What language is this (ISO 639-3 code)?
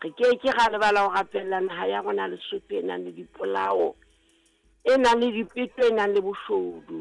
sot